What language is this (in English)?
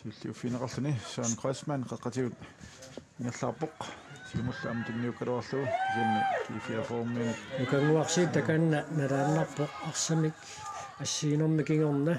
Kalaallisut